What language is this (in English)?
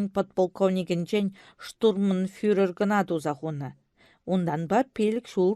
Chuvash